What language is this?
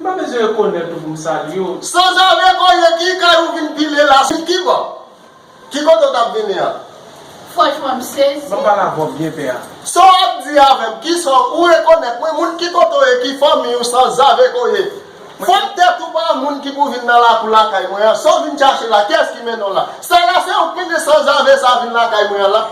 Haitian Creole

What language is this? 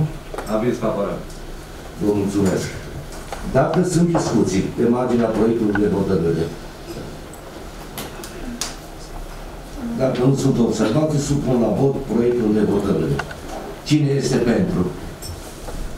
Romanian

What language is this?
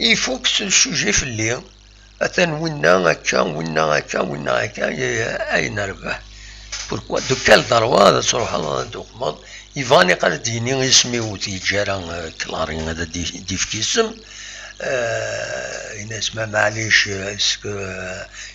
Kabyle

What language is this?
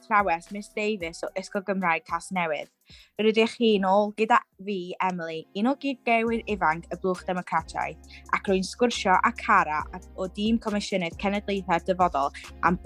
Welsh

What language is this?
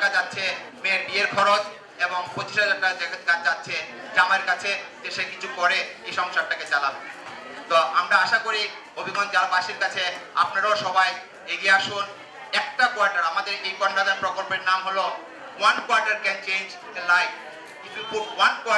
Bangla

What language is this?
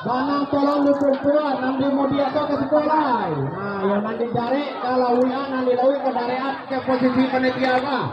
Minangkabau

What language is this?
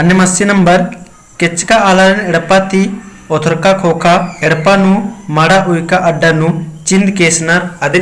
Kurukh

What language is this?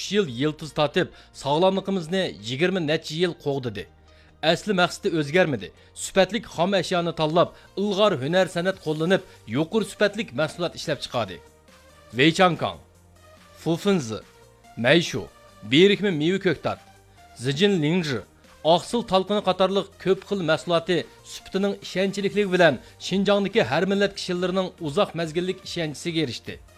Uyghur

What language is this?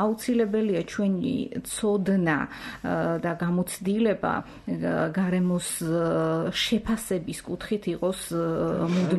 Georgian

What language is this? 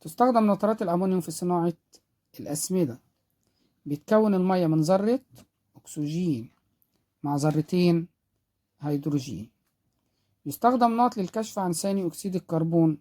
Egyptian Arabic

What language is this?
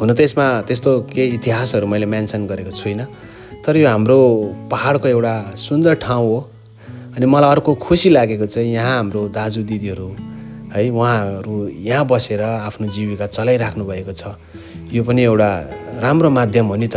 Nepali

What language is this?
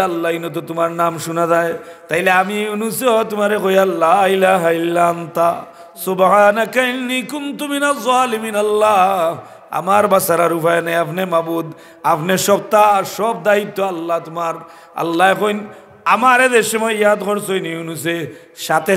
Sylheti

